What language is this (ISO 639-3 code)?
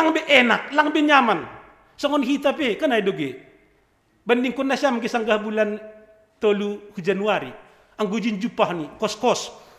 bts